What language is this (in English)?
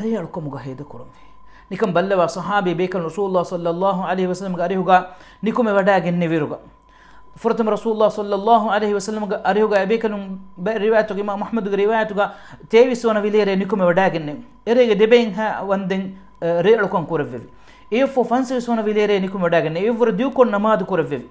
Divehi